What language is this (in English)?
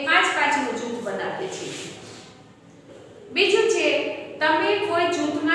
Gujarati